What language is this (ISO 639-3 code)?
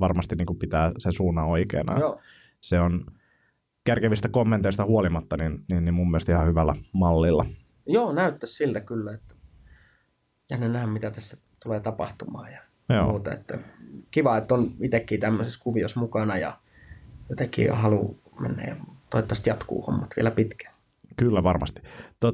fin